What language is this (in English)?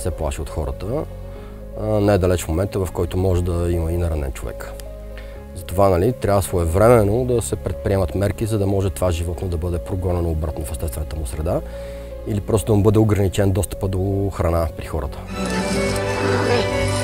Bulgarian